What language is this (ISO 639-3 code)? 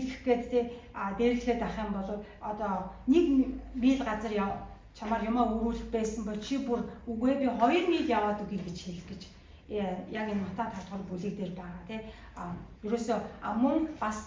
mon